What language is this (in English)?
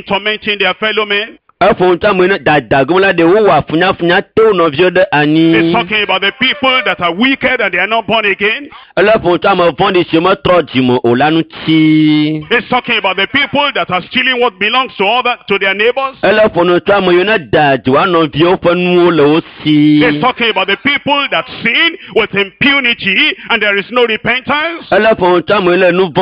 Ewe